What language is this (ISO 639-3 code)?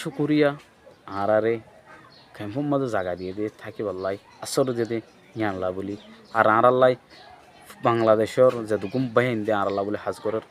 rhg